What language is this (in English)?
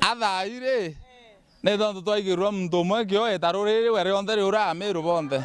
Meru